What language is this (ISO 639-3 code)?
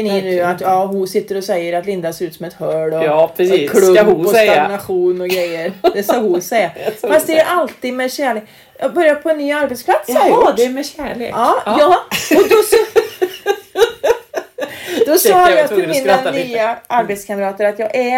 swe